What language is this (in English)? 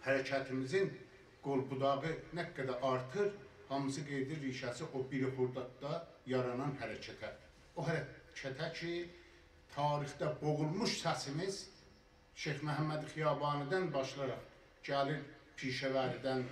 South Azerbaijani